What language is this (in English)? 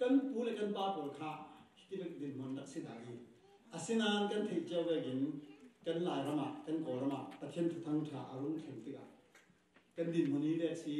Falam Chin